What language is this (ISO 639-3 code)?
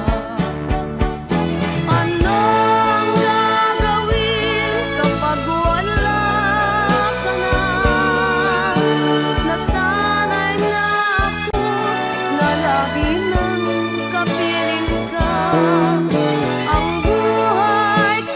fil